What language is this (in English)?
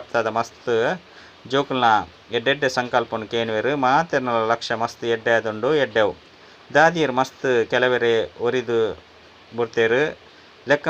Tulu